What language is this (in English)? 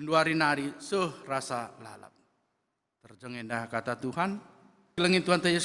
Batak Karo